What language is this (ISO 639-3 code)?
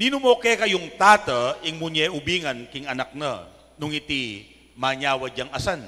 pam